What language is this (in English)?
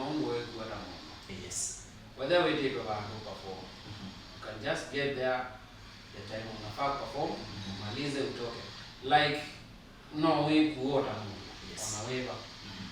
Kamba